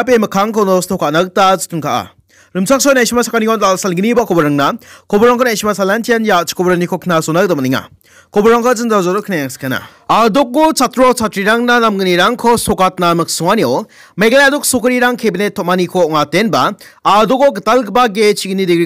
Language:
Garo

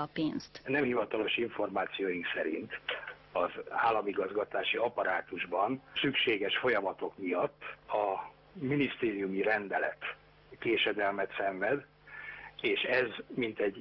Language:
Hungarian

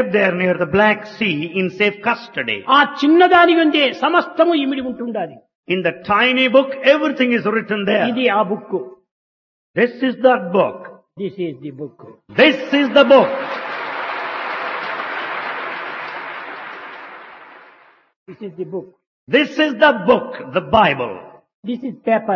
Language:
Telugu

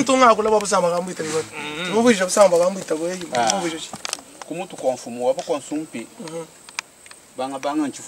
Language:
Luba-Lulua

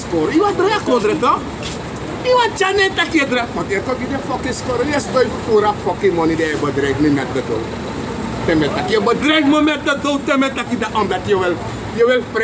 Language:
Sranan Tongo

